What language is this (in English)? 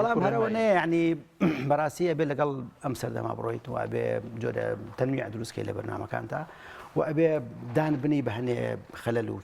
Central Kurdish